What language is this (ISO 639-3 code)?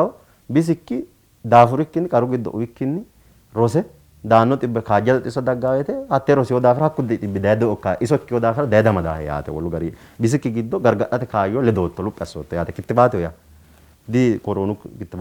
sid